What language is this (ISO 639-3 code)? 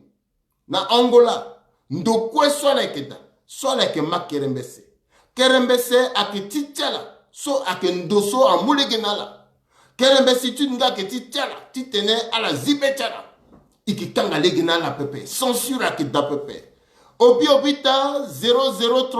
sag